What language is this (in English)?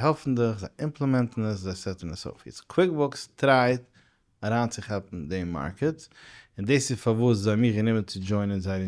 Yiddish